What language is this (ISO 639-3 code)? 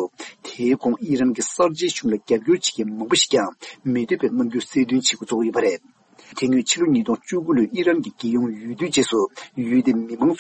bod